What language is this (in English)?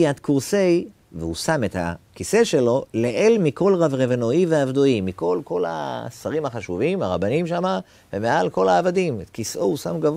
Hebrew